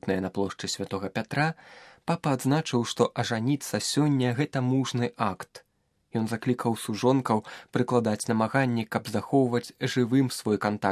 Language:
Belarusian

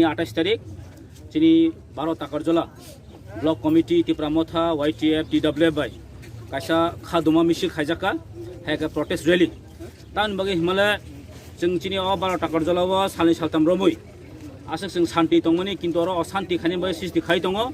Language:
Kok Borok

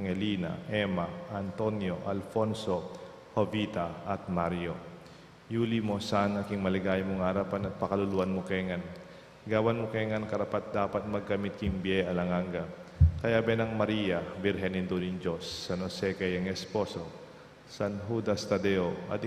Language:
Pampanga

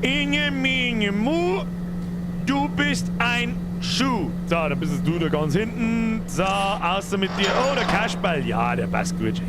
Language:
Bavarian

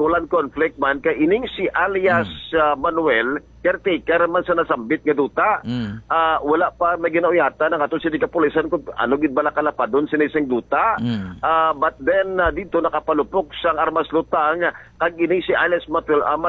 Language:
Hiligaynon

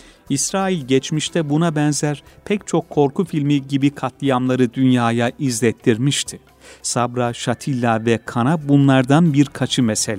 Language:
Turkish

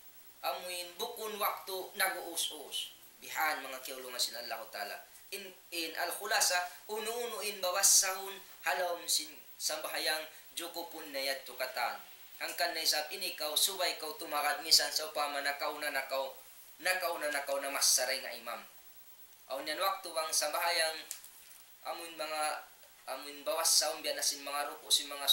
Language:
Tausug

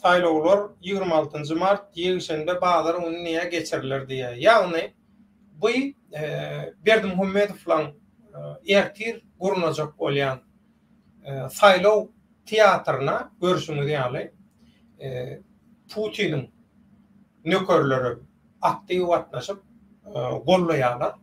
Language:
Turkmen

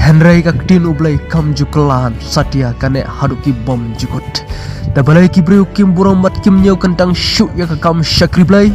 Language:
Khasi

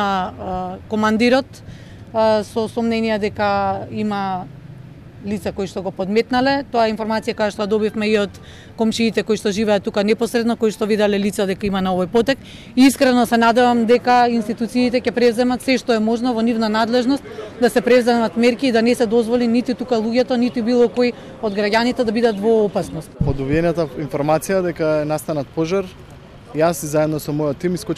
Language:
Macedonian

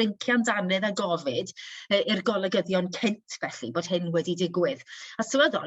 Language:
Welsh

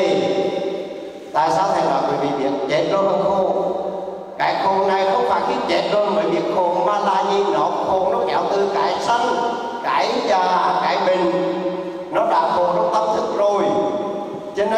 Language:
Vietnamese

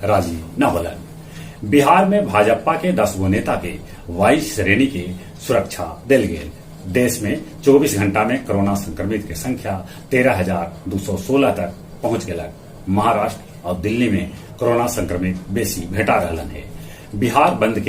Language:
Magahi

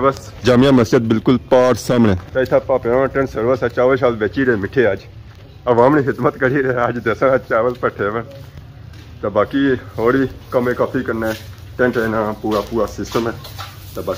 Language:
Pahari-Potwari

